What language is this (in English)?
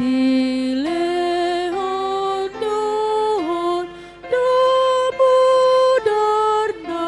Batak Toba